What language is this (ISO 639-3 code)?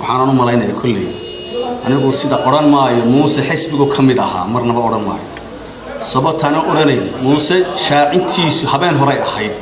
som